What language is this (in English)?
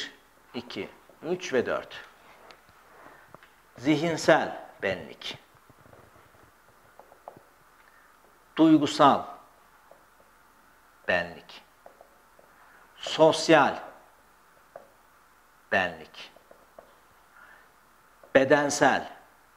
Turkish